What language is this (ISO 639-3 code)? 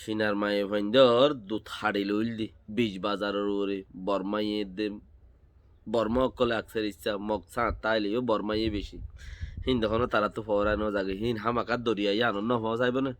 rhg